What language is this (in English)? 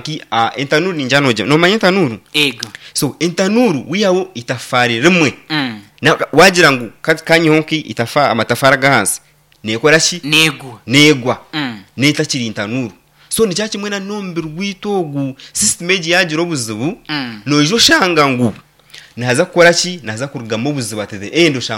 Nyankole